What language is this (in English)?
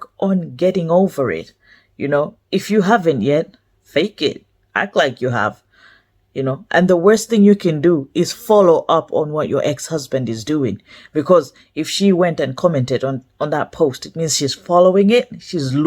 English